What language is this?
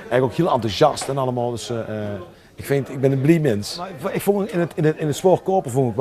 Limburgish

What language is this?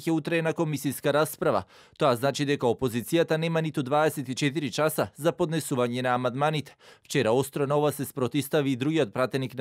Macedonian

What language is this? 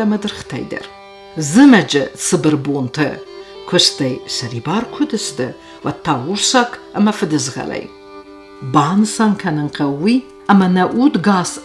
Ossetic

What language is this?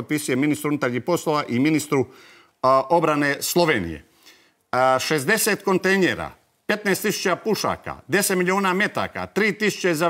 Croatian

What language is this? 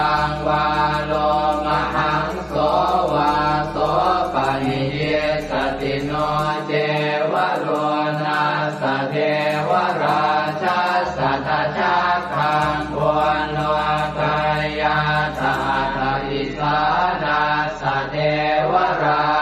Pali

